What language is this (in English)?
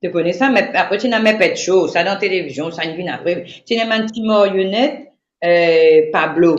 Morisyen